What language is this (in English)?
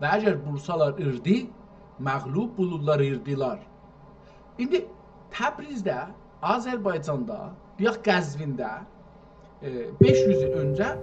South Azerbaijani